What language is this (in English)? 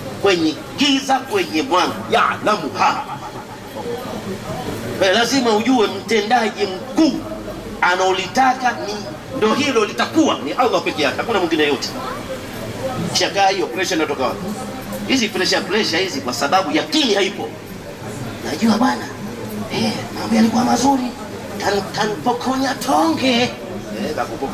Swahili